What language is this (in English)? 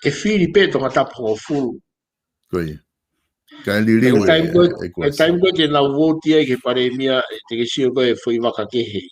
Tongan